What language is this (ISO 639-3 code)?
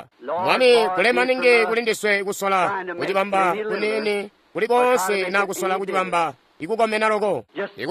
toi